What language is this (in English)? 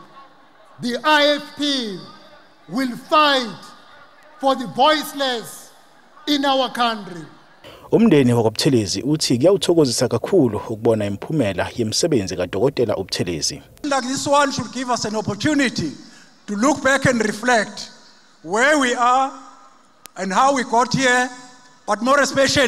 Zulu